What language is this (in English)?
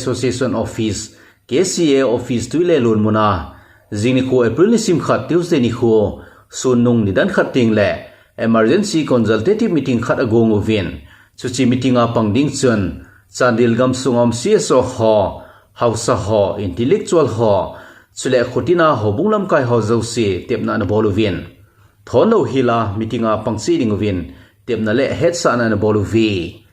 Thado Chin